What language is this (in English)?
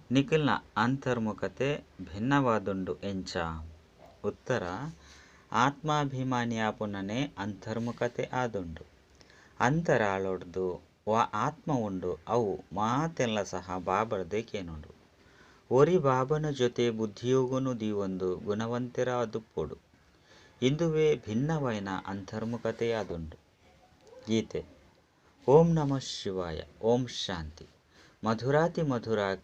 Tulu